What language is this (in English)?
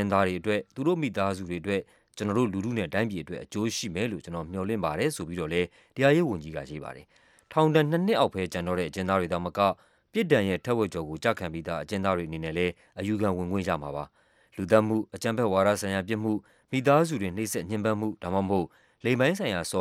Burmese